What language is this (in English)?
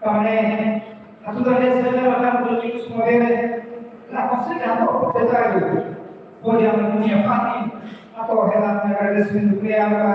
Tetum